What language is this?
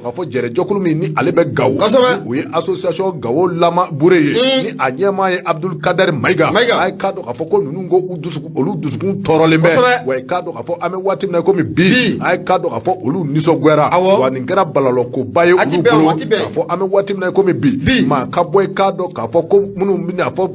Bambara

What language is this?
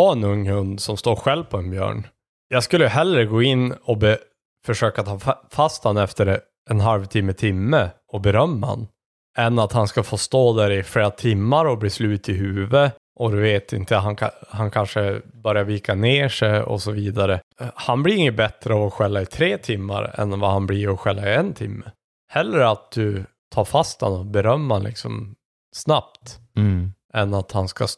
Swedish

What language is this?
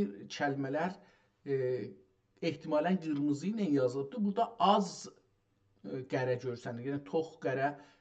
South Azerbaijani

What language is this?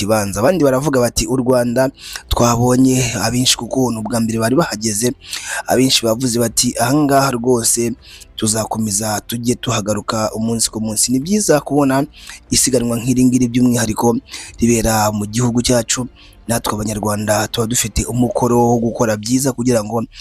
Kinyarwanda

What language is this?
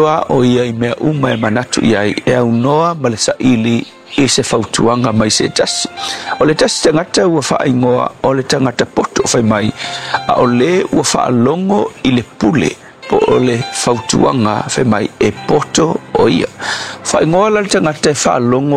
Samoan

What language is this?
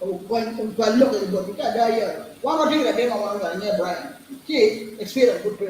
Acoli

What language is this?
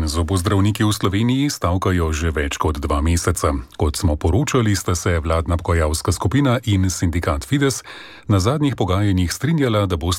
Slovenian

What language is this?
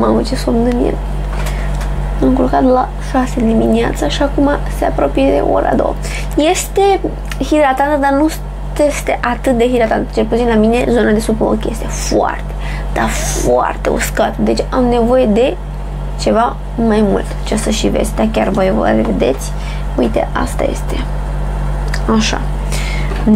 Romanian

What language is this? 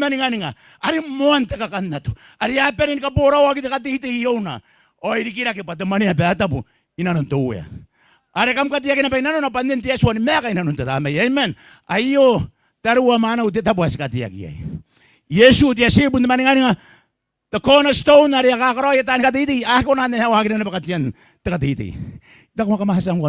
Gilbertese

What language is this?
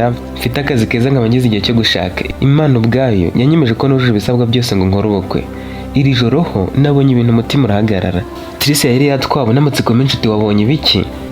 Kinyarwanda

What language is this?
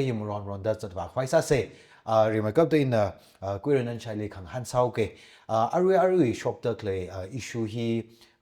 Tangkhul Naga (India)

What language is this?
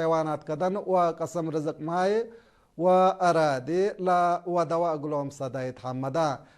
Tigre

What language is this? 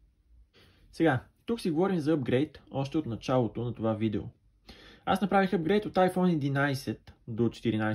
Bulgarian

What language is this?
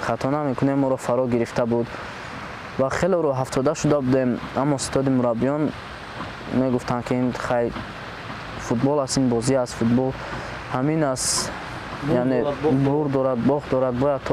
Tajik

